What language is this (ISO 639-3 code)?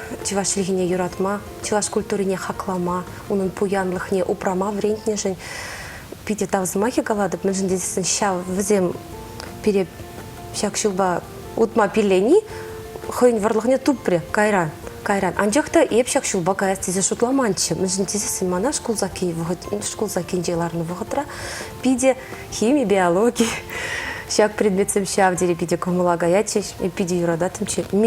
chv